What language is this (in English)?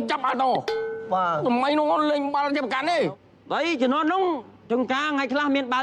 Khmer